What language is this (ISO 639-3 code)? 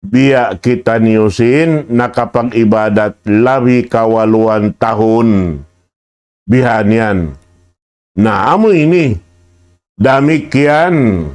tsg